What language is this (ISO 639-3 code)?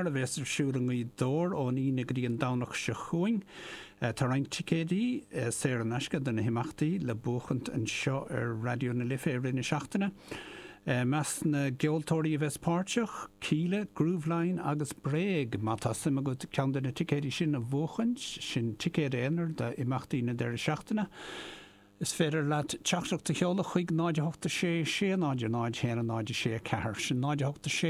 gle